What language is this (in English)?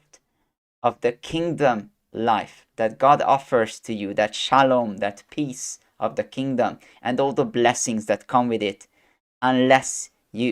English